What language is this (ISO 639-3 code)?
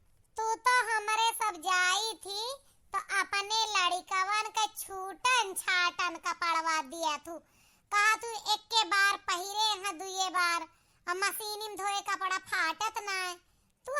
awa